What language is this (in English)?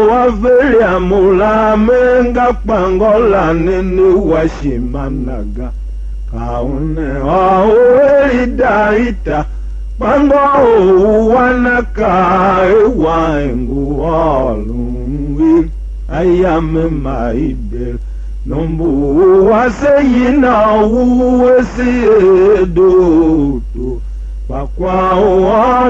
Tiv